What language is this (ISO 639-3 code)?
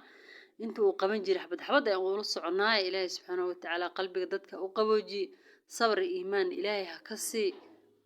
som